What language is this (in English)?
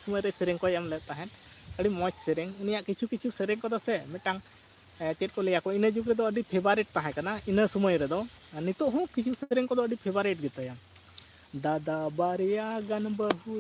Santali